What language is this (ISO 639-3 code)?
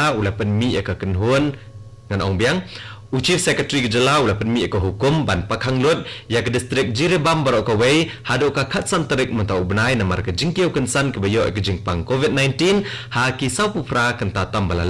kha